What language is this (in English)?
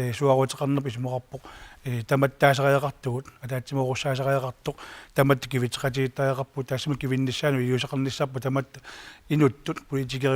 Kalaallisut